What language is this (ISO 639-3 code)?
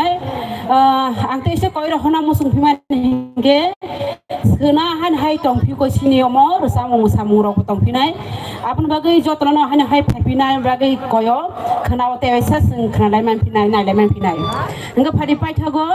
trp